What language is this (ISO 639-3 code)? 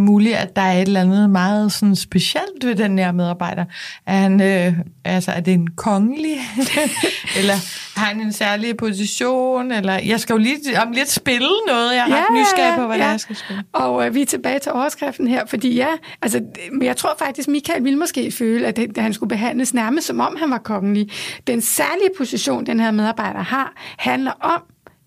dan